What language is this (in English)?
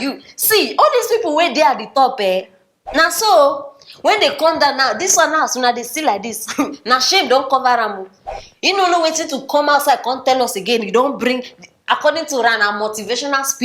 Nigerian Pidgin